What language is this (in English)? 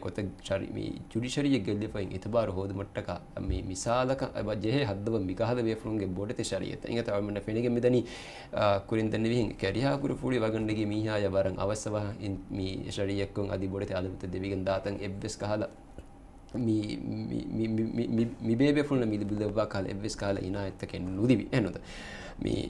Divehi